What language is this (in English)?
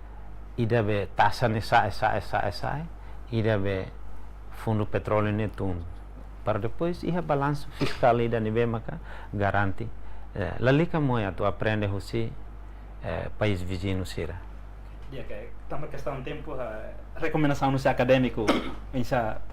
Tetum